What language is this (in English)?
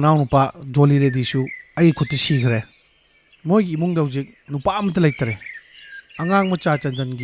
Manipuri